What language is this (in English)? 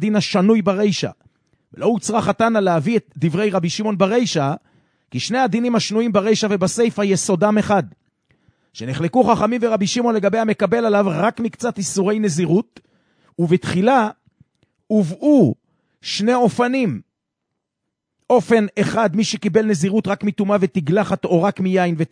Hebrew